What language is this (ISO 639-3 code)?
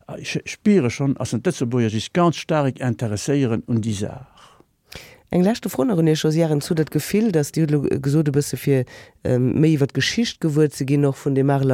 ltz